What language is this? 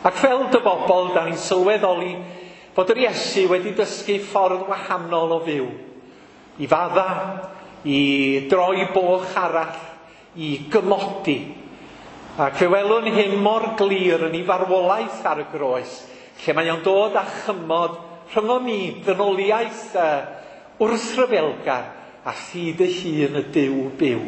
Welsh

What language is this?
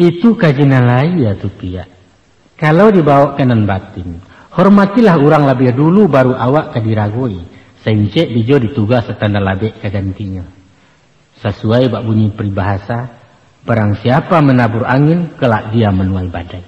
Minangkabau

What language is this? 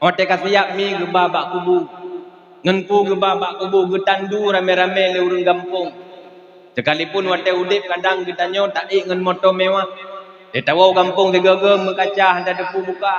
Achinese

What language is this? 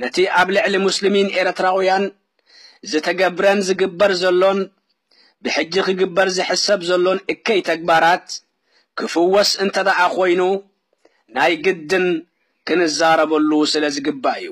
Tigrinya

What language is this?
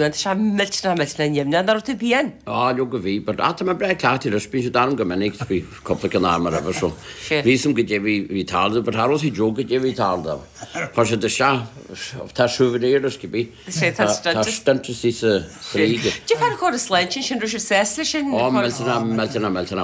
Irish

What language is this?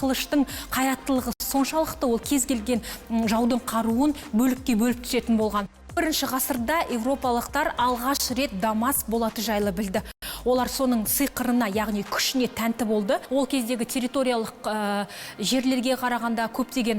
Kazakh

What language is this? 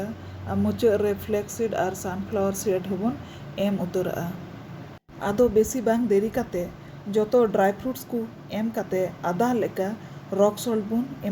Santali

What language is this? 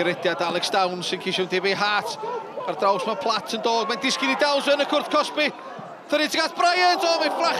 Welsh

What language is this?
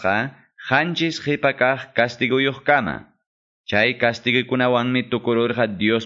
Quechua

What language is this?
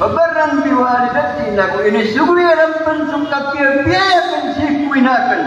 Maranao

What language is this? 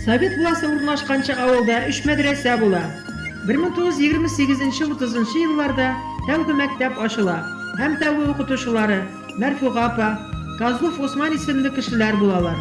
Bashkir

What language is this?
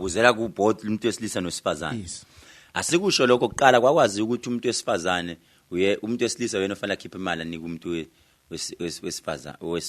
Zulu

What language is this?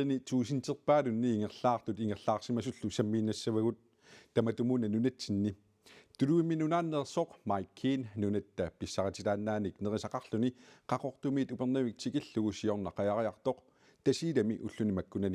Kalaallisut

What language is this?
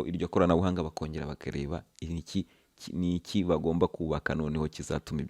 Kinyarwanda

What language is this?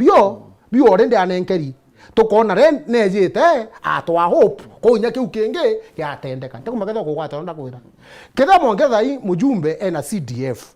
Meru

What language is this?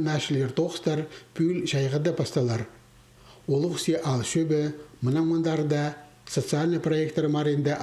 Khakas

